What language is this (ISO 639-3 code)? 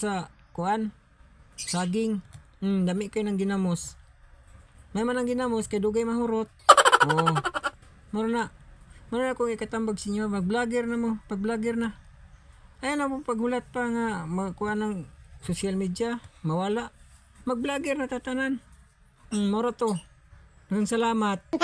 ceb